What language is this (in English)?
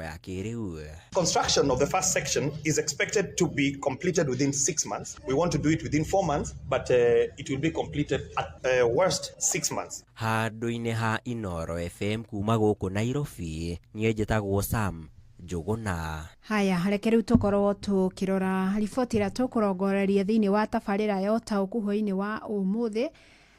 Kikuyu